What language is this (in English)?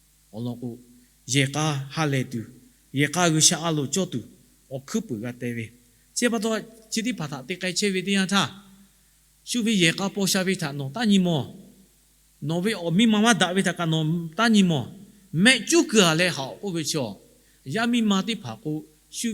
Lahu